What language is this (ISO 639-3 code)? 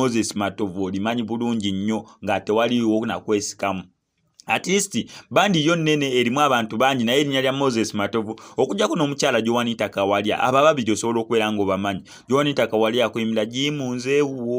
lug